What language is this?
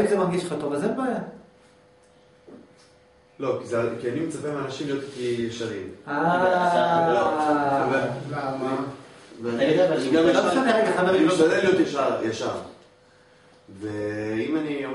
Hebrew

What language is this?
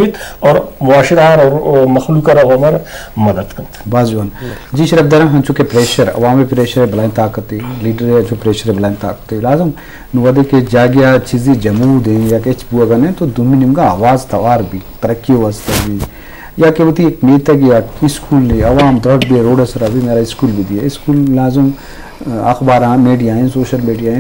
Eastern Balochi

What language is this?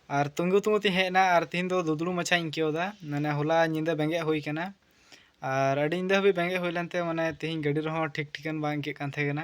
Santali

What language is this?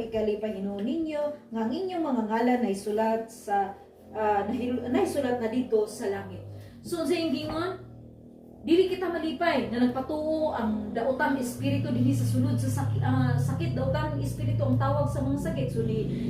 Cebuano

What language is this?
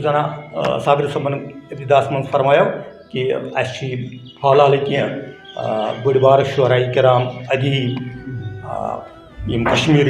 Kashmiri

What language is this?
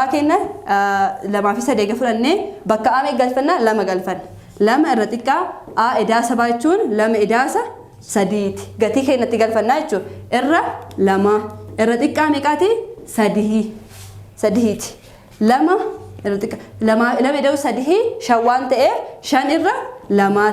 Oromo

